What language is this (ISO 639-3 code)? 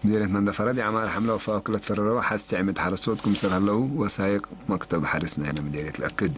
tig